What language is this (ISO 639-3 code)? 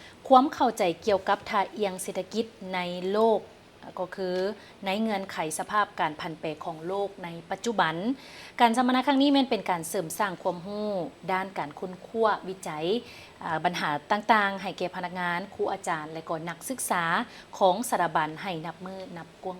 lao